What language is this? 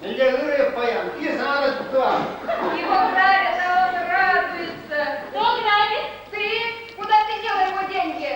Chuvash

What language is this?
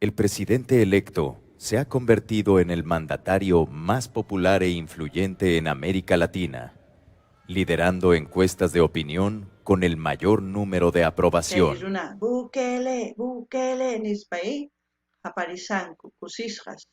South Bolivian Quechua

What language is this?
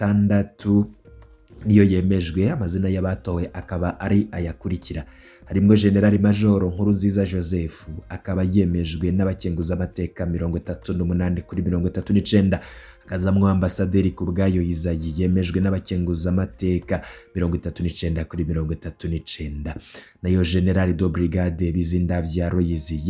Rundi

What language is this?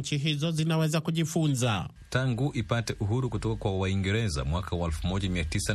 Swahili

